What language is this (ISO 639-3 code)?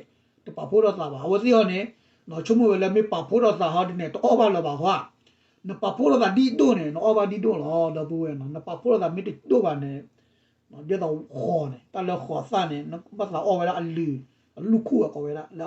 ksw